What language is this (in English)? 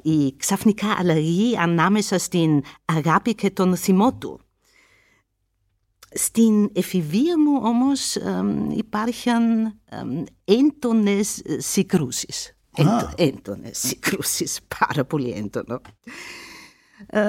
Greek